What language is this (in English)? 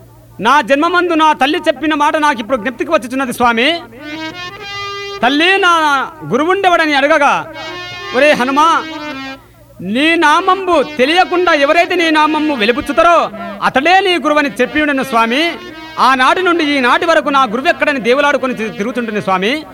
Telugu